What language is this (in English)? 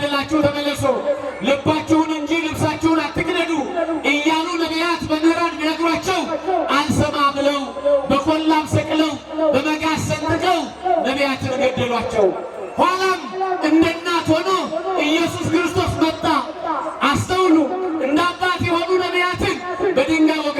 Amharic